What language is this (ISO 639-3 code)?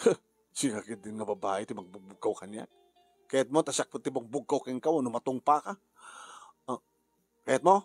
ilo